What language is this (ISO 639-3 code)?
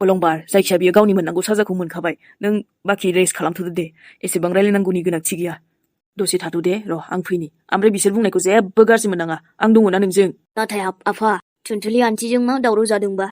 brx